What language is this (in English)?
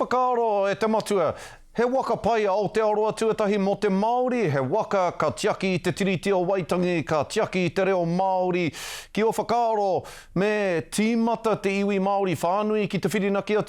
Māori